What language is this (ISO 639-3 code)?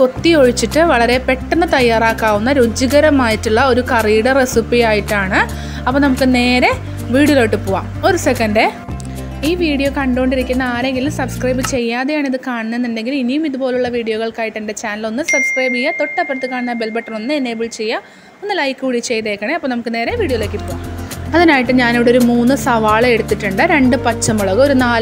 mal